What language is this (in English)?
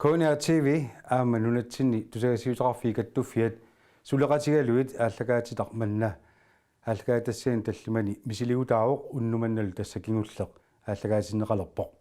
Kalaallisut